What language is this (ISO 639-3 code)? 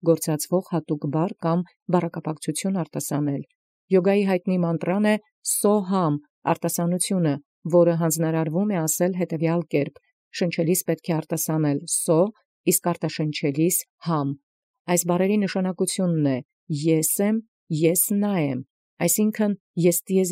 hye